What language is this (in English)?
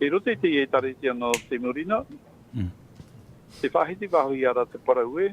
Tahitian